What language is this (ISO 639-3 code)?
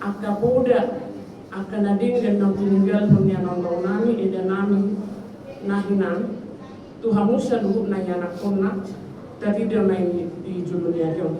bbc